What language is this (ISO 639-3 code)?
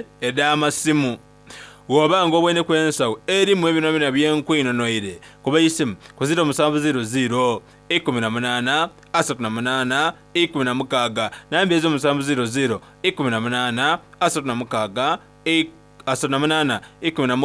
xog